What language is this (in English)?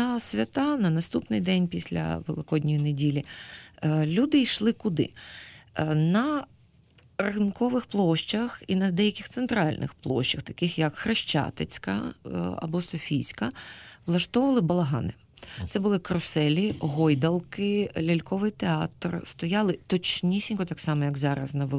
Ukrainian